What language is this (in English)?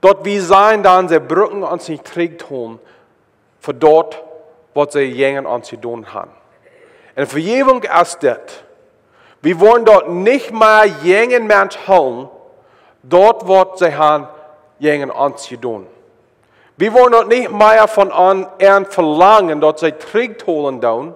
Plautdietsch